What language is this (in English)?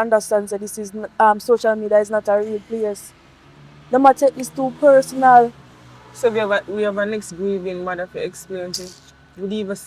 Jamaican Creole English